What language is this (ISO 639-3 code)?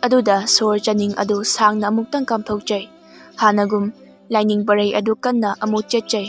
mni